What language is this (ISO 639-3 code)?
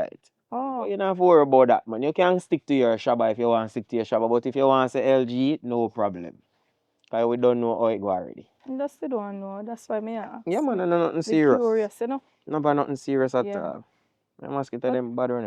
jam